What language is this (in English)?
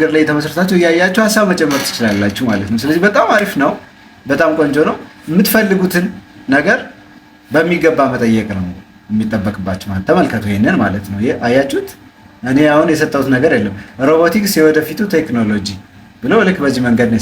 Amharic